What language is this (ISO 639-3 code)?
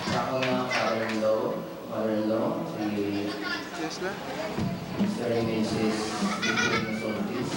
hil